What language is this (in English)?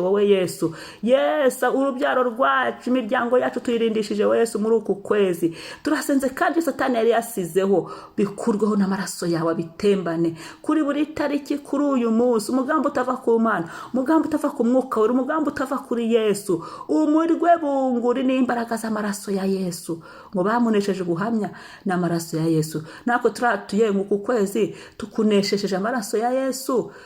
Kinyarwanda